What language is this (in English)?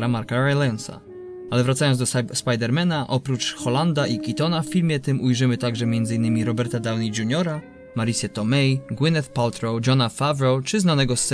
Polish